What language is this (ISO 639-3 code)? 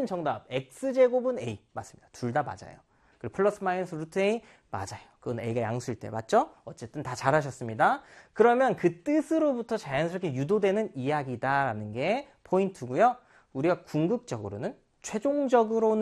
kor